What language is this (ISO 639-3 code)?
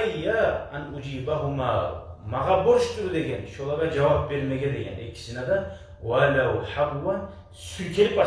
kum